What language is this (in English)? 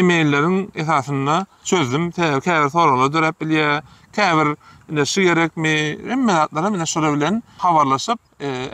Turkmen